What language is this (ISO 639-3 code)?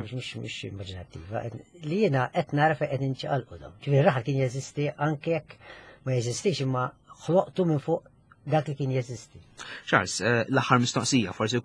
mlt